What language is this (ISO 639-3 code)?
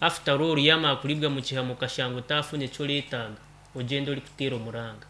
nyn